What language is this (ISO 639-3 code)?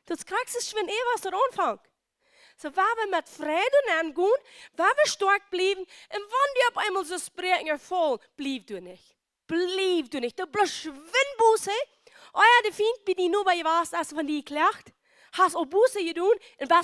pdt